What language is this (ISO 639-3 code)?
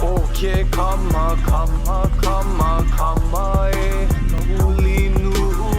haw